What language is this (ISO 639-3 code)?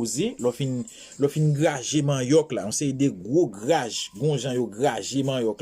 hat